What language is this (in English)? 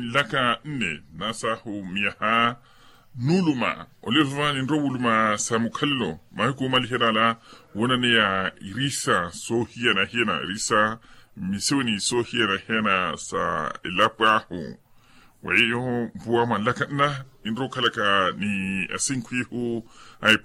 Makhuwa